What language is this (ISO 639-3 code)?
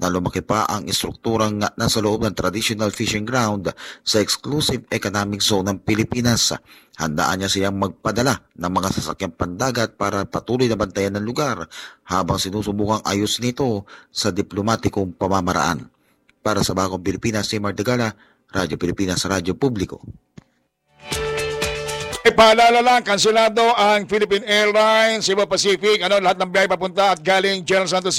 fil